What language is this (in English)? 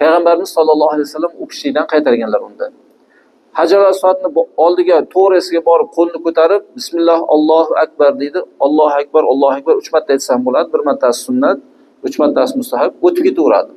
Uzbek